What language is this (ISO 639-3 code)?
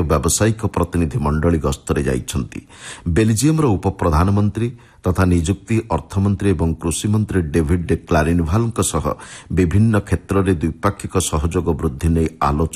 ori